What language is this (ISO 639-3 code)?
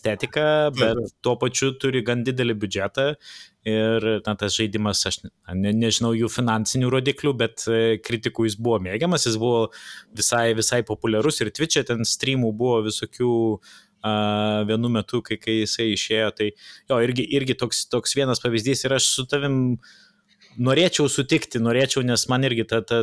lit